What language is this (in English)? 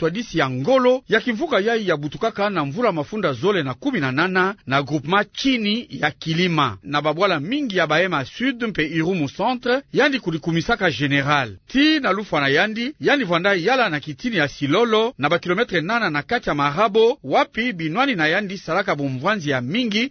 Kituba (Democratic Republic of Congo)